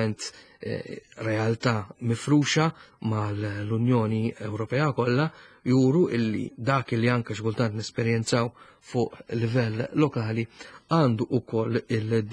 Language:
Maltese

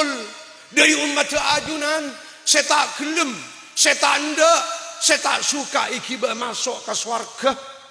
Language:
Madurese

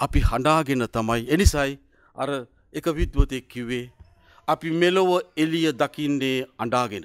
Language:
Sinhala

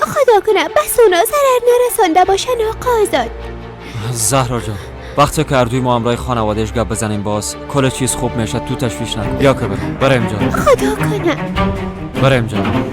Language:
Persian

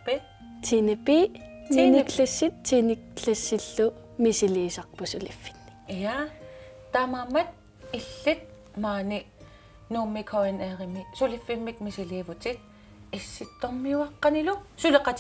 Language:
Kalaallisut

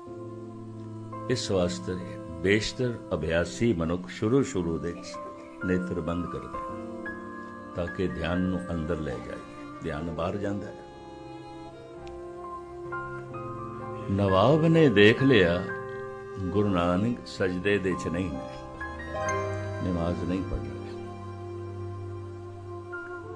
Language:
Punjabi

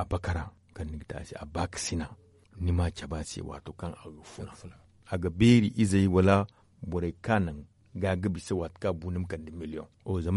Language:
Zarma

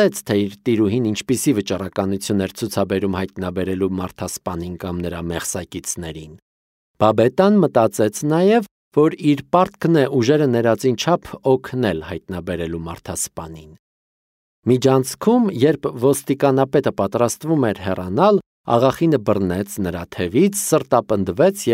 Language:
Armenian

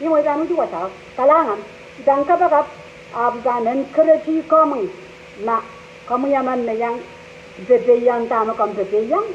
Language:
Pohnpeian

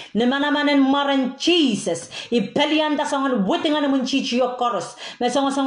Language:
Pohnpeian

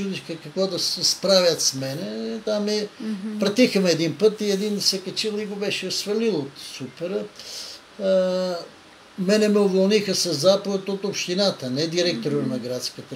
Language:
Bulgarian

